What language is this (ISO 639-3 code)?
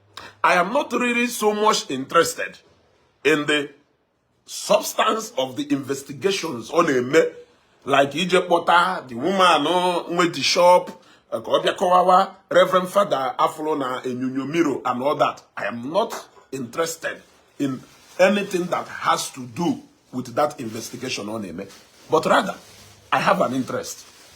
ibo